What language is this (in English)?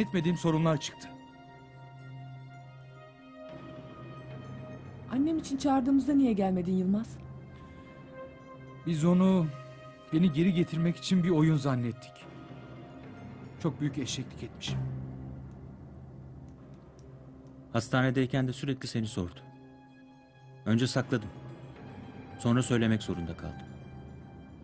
Turkish